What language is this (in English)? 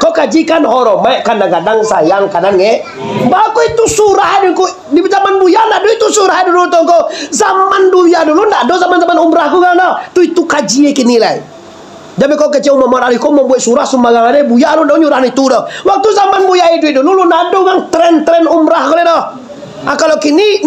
Minangkabau